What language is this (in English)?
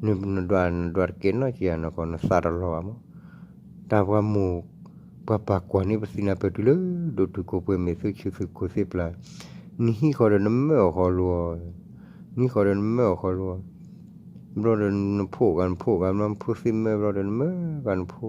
S'gaw Karen